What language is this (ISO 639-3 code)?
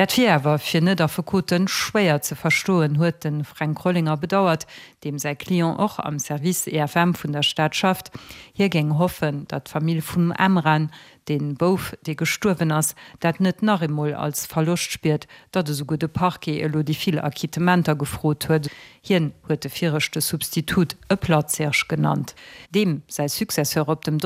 ltz